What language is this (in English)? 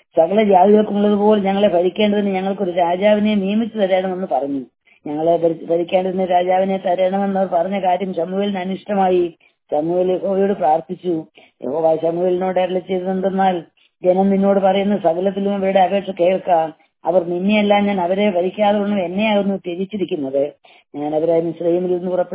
Malayalam